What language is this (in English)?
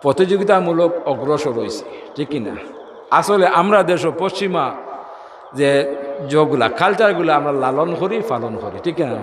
Sylheti